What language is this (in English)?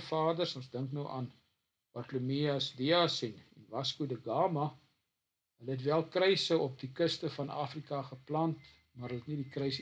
Afrikaans